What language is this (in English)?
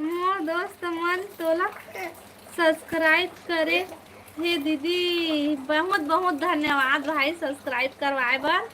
Chhattisgarhi